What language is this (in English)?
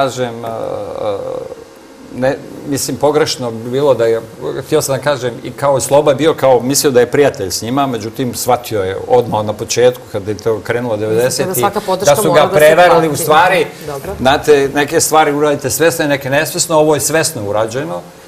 Serbian